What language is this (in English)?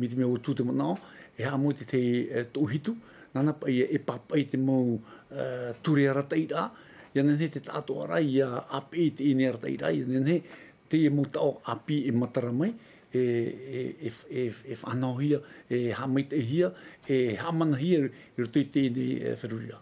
Tahitian